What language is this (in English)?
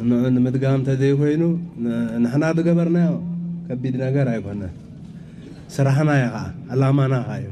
Tigrinya